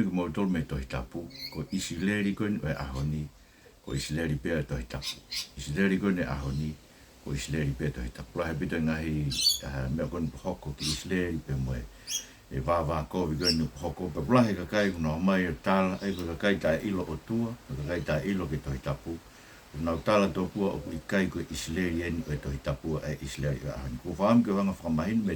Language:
Tongan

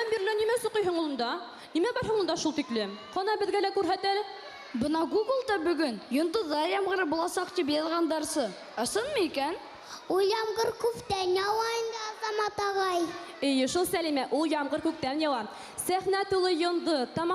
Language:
Bashkir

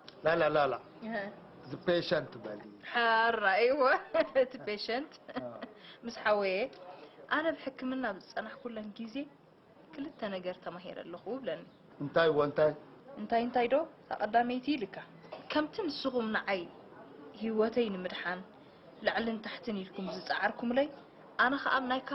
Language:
Tigrinya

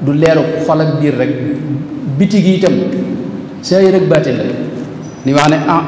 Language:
Wolof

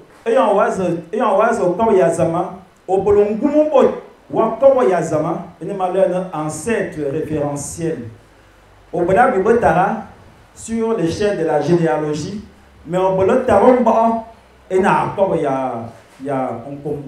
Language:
Fang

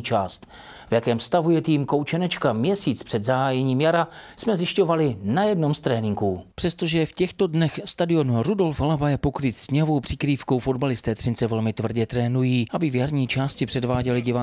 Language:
Czech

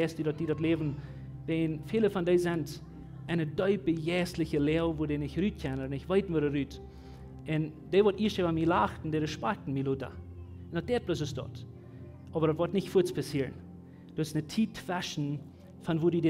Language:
Plautdietsch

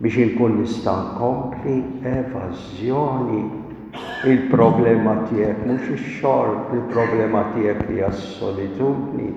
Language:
Maltese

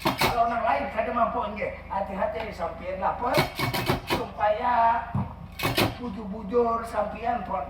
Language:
Banjar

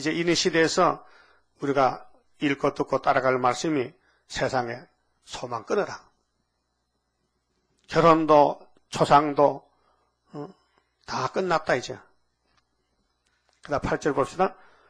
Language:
Korean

